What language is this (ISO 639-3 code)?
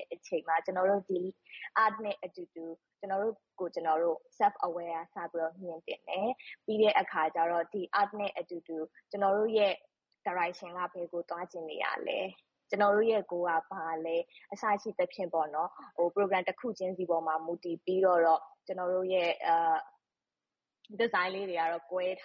mya